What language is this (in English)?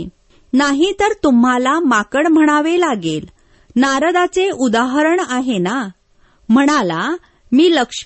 Marathi